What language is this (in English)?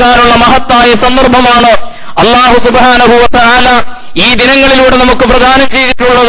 Malayalam